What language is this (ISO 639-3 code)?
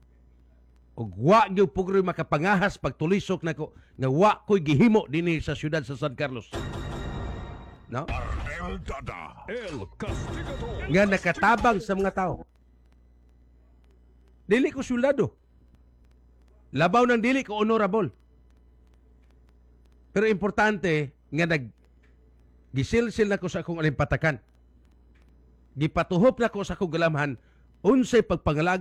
ceb